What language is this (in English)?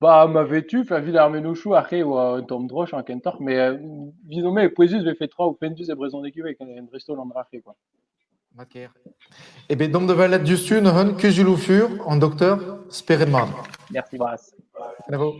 Breton